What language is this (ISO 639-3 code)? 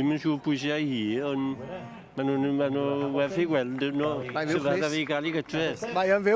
cym